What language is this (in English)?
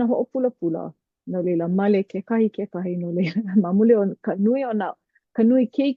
Hawaiian